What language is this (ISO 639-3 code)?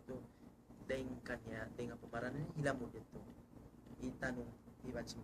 tsg